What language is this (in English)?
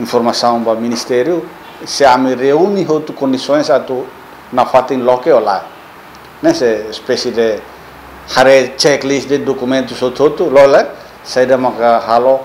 Tetum